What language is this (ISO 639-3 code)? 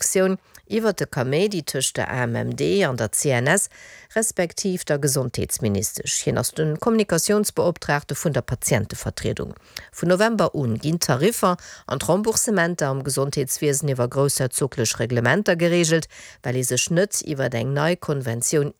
ltz